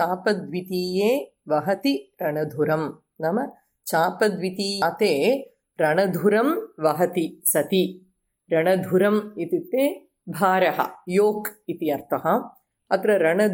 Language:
Sanskrit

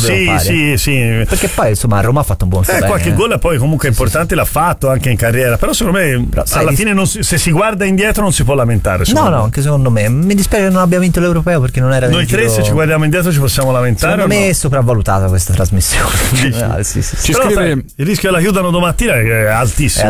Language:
Italian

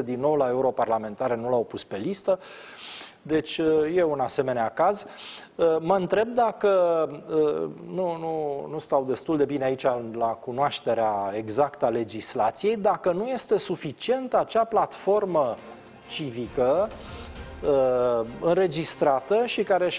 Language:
Romanian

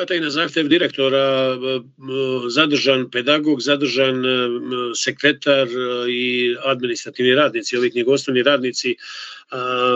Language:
Serbian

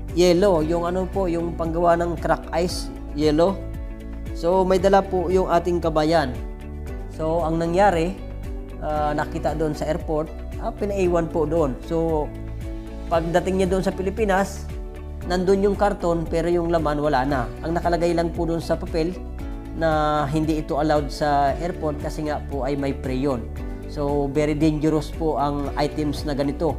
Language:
Filipino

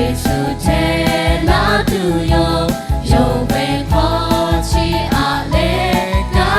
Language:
Lahu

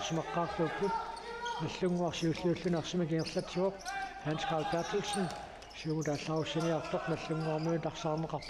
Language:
Kalaallisut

